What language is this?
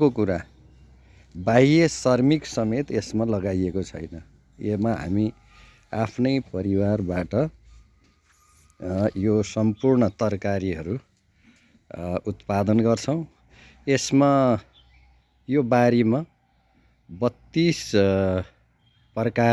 Nepali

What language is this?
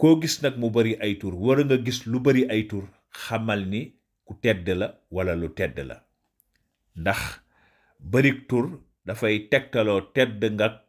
Wolof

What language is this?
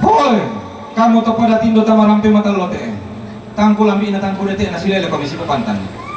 Toraja-Sa'dan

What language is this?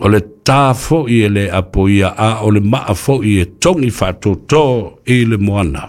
Samoan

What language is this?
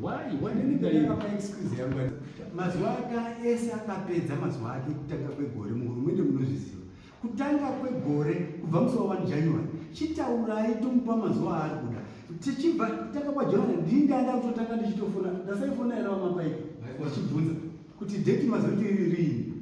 Shona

